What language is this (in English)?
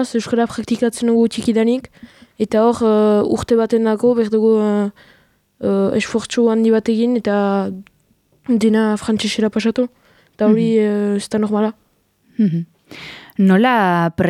Basque